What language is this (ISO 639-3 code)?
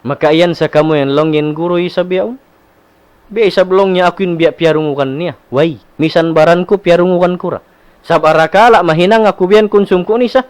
tsg